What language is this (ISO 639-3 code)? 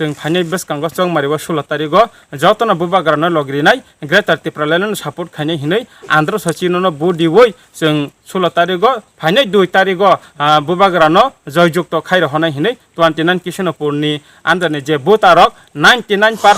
trp